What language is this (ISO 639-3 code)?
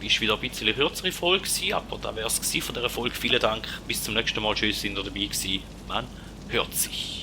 gsw